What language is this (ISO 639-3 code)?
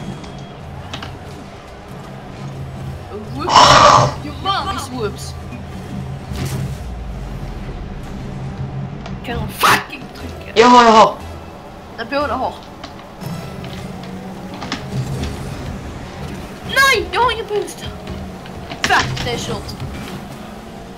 swe